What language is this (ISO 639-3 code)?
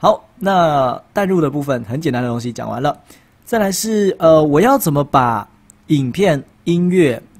zho